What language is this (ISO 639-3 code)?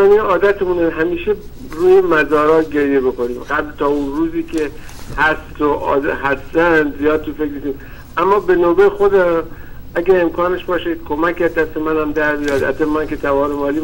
fas